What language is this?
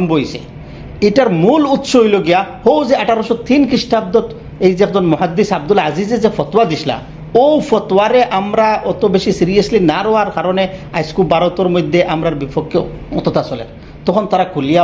Sylheti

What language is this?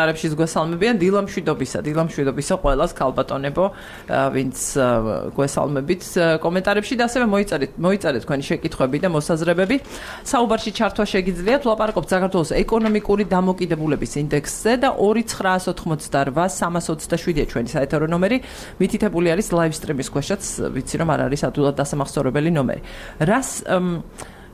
Georgian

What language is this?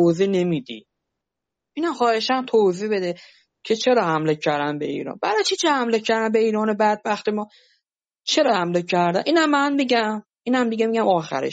Persian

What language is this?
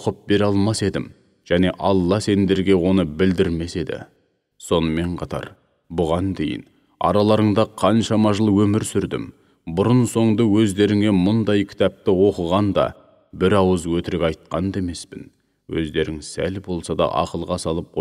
Kazakh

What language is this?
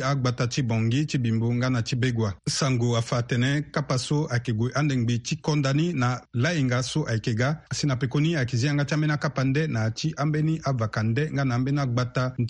Sango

